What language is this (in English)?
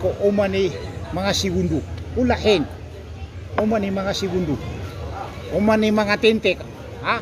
Maranao